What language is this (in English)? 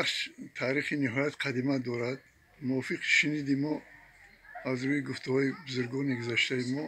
Tajik